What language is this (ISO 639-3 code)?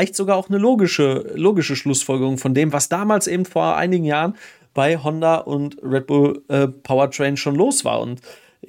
deu